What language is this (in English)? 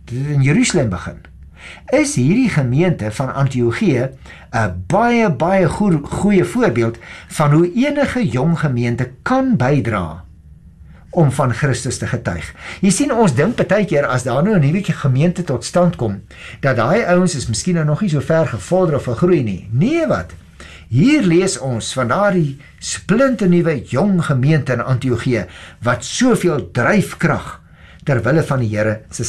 Afrikaans